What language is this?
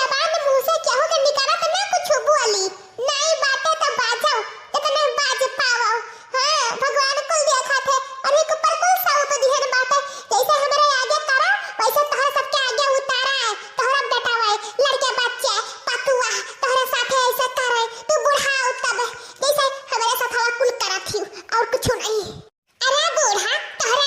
Awadhi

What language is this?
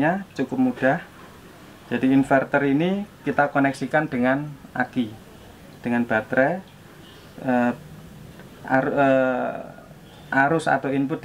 Indonesian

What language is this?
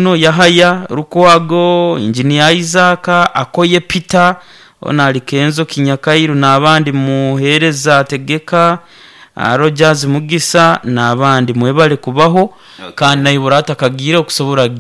Nyoro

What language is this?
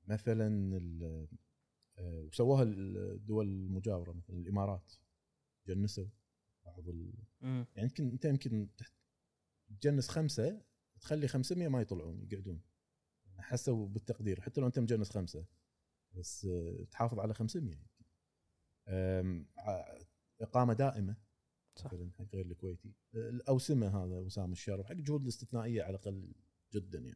Gulf Arabic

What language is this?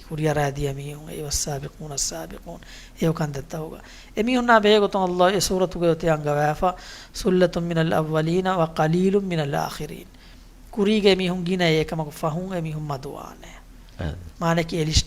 Divehi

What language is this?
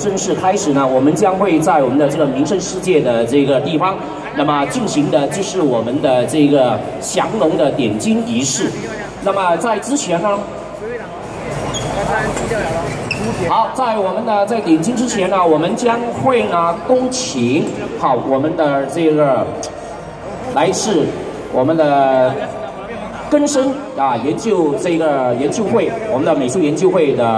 Chinese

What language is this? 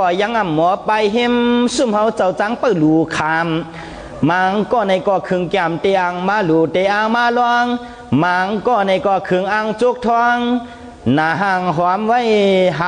Shan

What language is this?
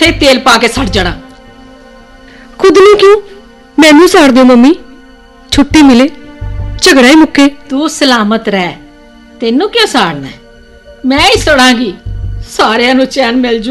Punjabi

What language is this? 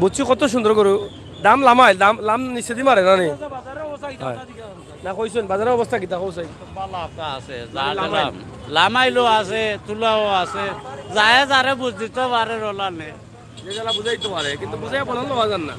Sylheti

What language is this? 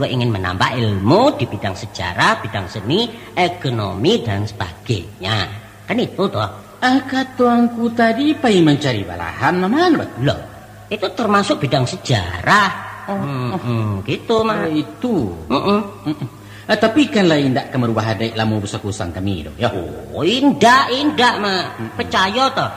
Minangkabau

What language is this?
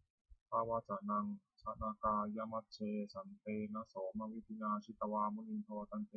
Pali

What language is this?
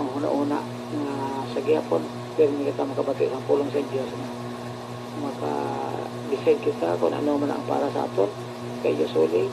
Hiligaynon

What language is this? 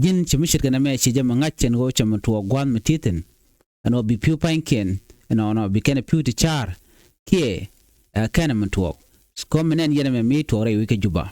Nuer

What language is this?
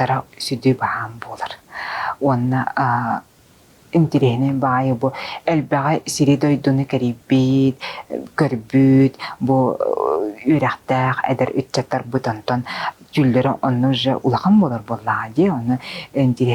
Yakut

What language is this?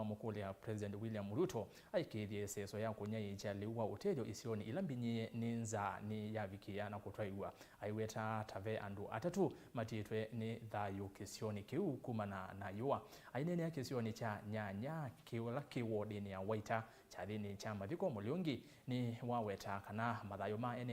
Kamba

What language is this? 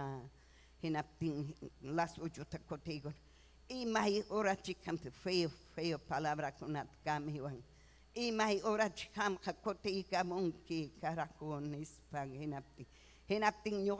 Ayacucho Quechua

